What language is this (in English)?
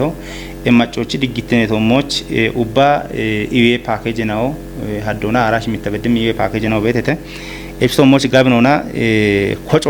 Kafa